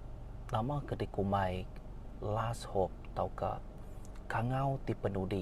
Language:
Iban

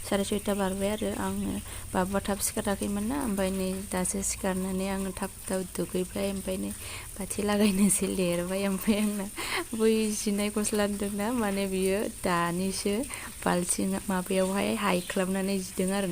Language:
Bodo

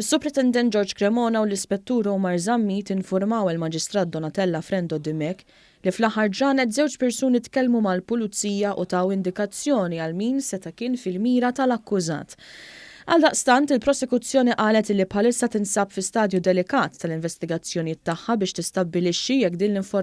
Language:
Maltese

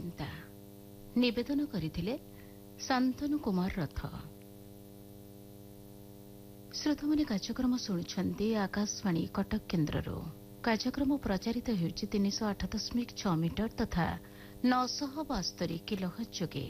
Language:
Odia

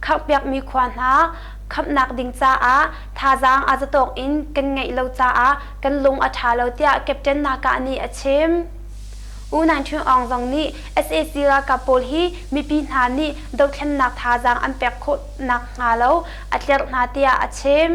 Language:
Hakha Chin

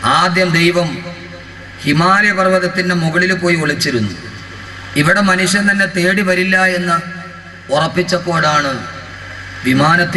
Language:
Malayalam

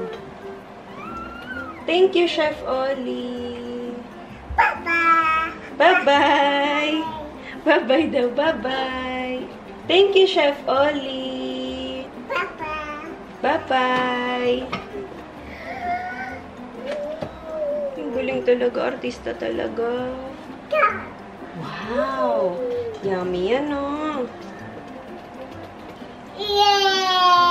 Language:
Filipino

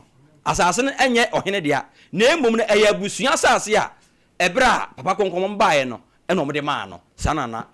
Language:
Akan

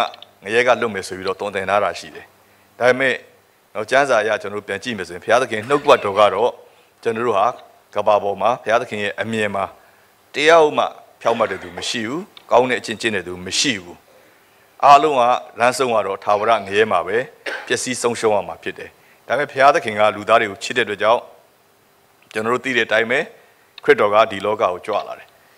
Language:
Burmese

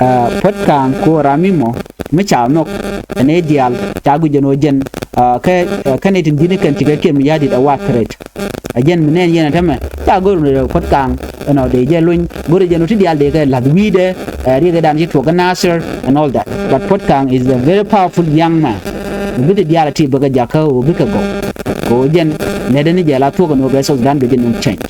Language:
Nuer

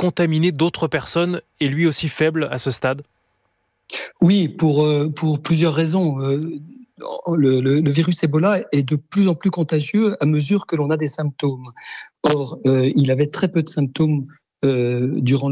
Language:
French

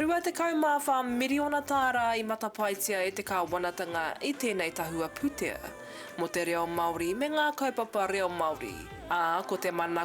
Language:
Māori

